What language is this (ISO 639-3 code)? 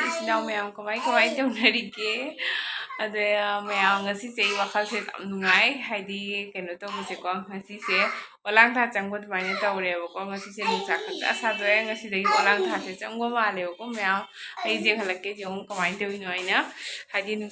mni